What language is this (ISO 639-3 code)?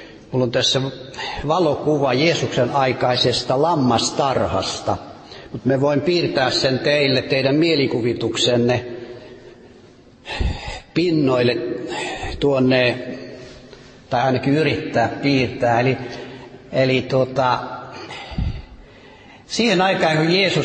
fin